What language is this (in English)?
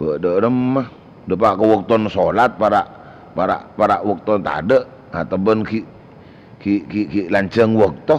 Madurese